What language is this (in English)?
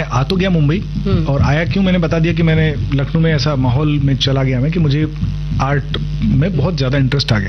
Hindi